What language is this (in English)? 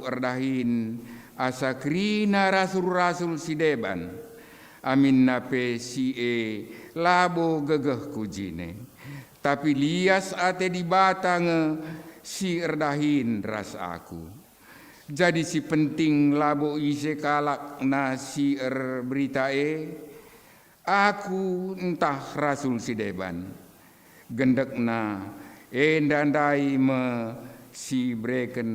Batak Karo